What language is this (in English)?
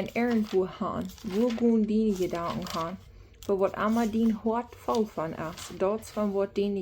Plautdietsch